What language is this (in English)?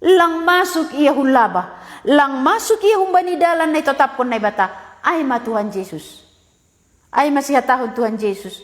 Batak Simalungun